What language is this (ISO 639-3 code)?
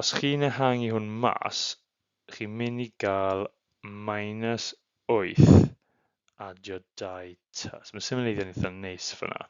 cym